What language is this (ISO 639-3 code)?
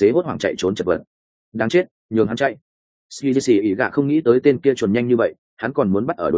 vie